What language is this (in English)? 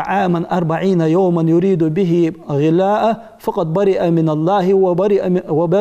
Ingush